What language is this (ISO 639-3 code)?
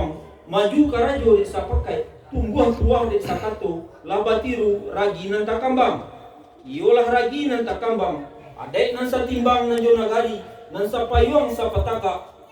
min